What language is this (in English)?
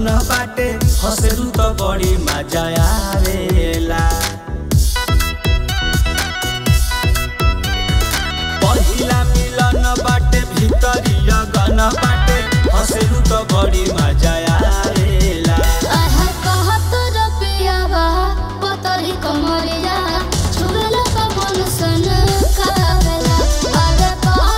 Bhojpuri